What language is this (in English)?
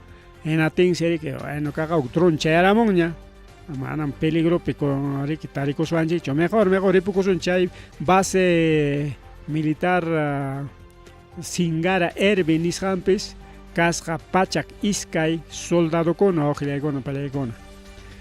Ayacucho Quechua